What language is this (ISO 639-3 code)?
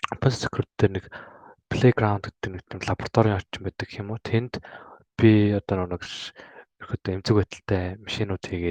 mon